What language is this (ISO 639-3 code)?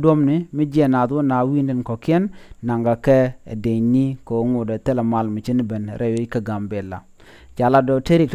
nus